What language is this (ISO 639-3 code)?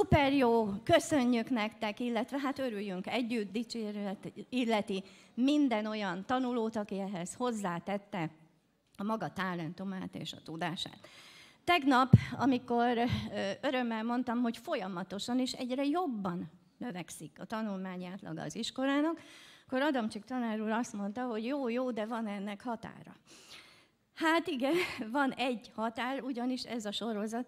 hun